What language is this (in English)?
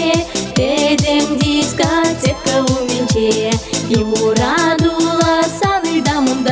Chuvash